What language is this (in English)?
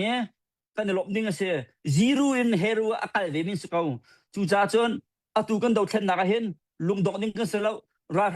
Hakha Chin